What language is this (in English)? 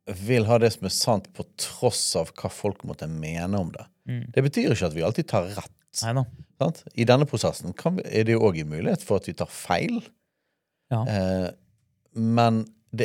Norwegian